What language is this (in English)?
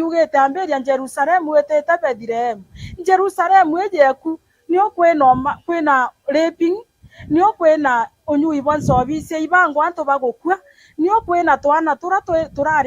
Meru